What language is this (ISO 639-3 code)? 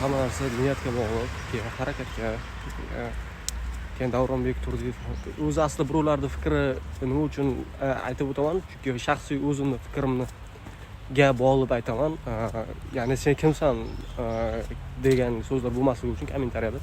uzb